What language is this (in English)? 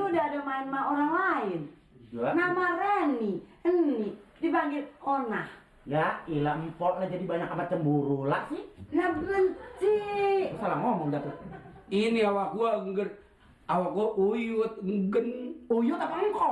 Betawi